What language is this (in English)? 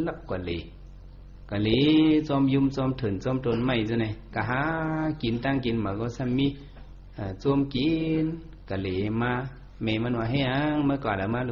Shan